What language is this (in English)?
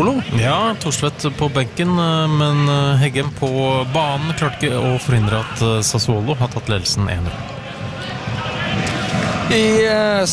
Norwegian